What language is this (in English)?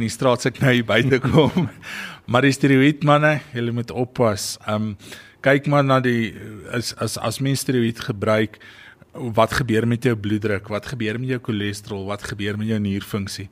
Afrikaans